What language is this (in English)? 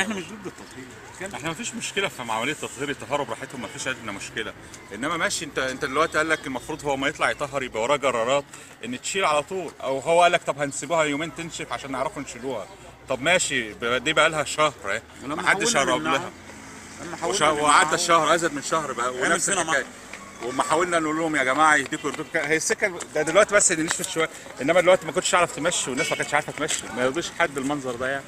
Egyptian Arabic